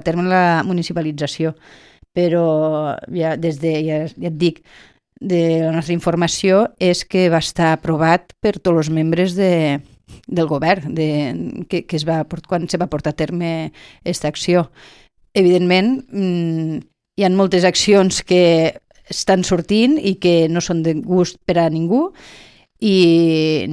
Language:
Catalan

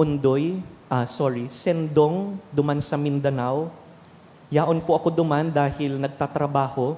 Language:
Bikol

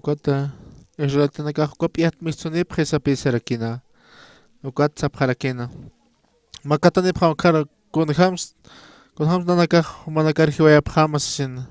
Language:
Aymara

